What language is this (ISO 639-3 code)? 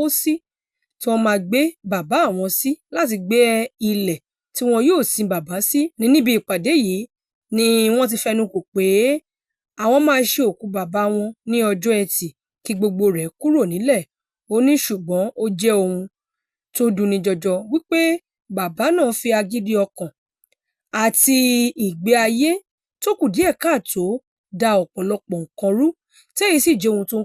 yor